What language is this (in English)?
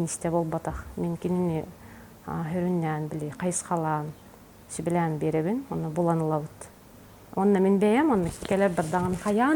Yakut